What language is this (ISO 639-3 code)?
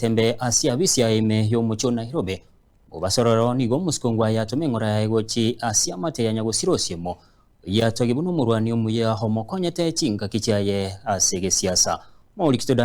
guz